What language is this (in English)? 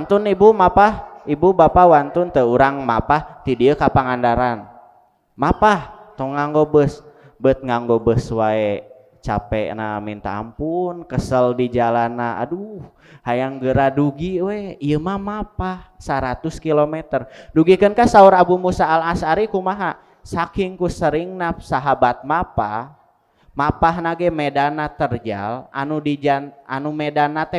Sundanese